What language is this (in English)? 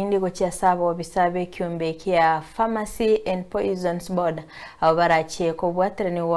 Gusii